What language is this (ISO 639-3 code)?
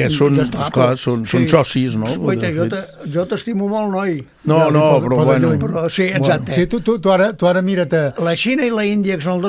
cat